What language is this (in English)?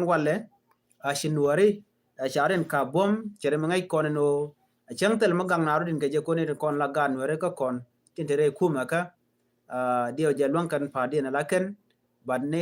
Nuer